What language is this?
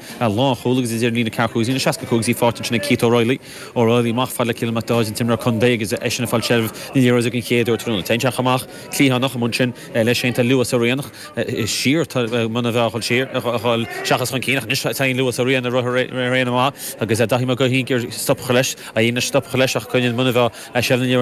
Irish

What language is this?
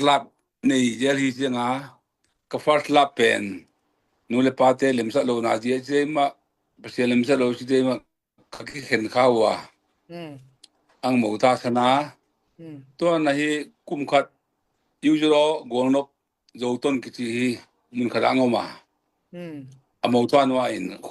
Tedim Chin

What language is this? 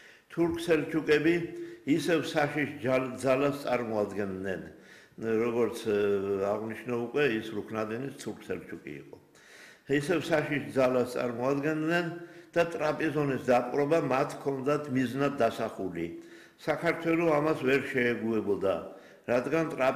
Georgian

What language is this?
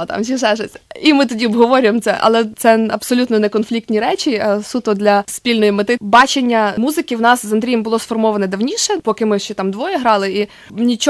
Ukrainian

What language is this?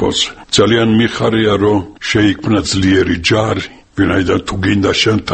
Georgian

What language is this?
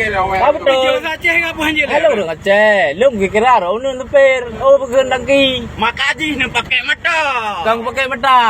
Achinese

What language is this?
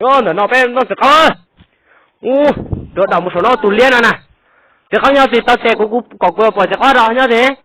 Hmong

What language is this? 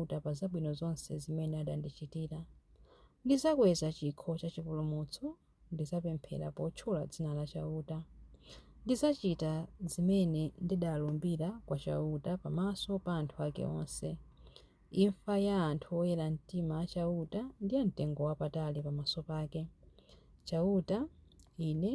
Nyanja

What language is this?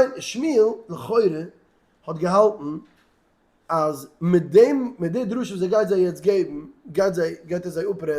Yiddish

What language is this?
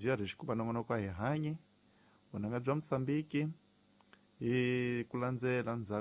Tsonga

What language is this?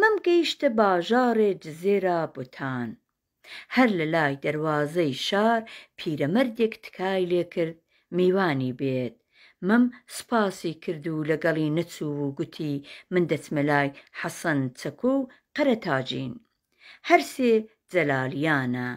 Central Kurdish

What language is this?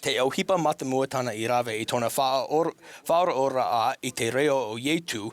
Tahitian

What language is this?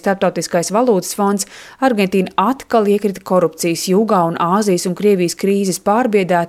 Latvian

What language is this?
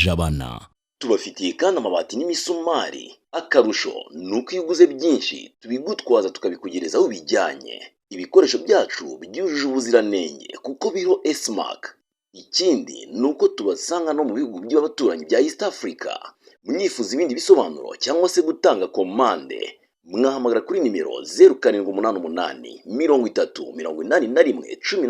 Kinyarwanda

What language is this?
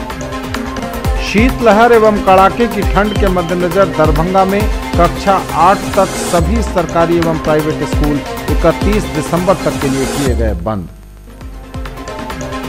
Hindi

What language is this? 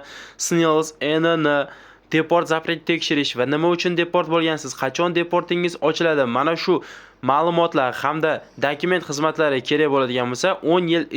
Uzbek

